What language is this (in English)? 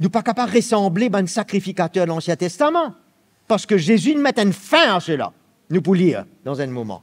Morisyen